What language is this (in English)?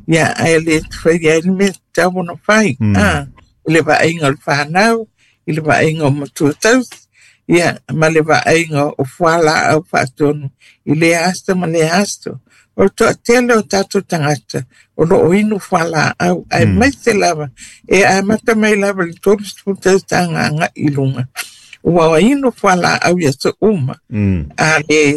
Samoan